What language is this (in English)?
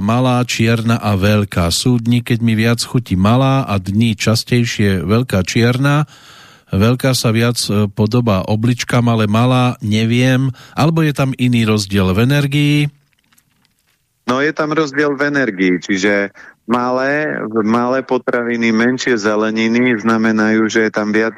Slovak